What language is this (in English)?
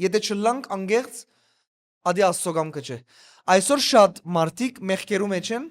Western Armenian